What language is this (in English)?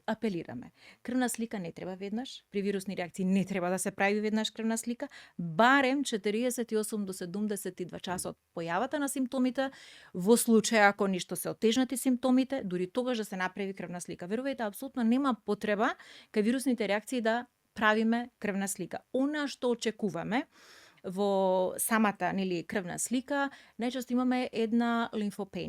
Macedonian